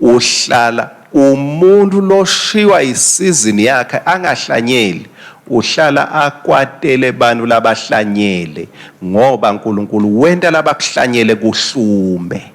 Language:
Swati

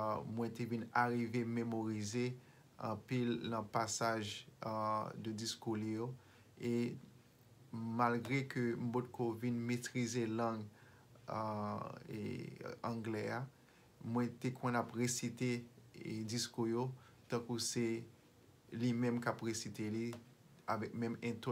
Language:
Haitian Creole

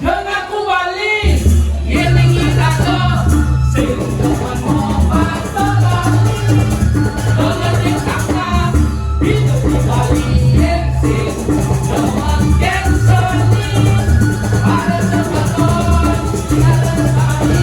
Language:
Balinese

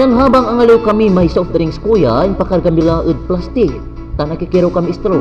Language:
Pangasinan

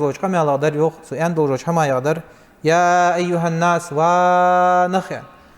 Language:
Ingush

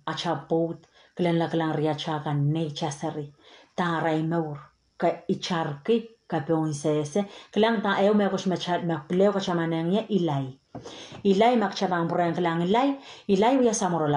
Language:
Pohnpeian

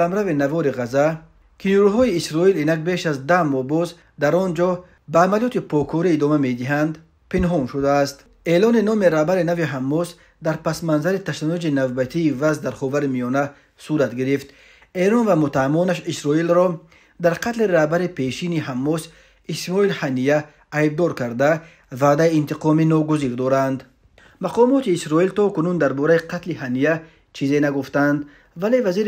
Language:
Tajik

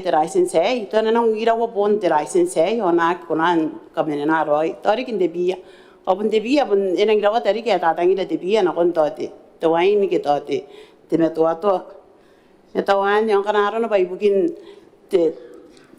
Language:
Gilbertese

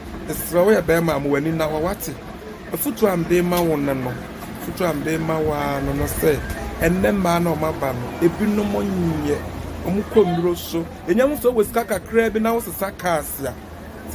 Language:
Akan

